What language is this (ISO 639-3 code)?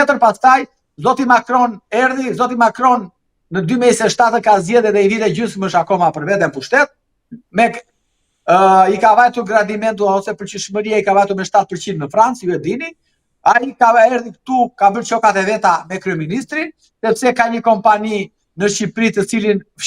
sqi